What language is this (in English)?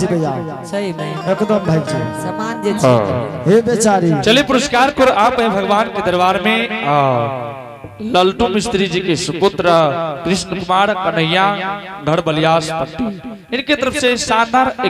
Angika